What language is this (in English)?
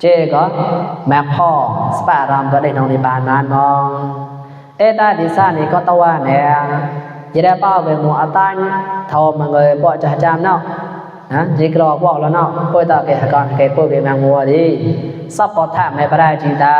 Mon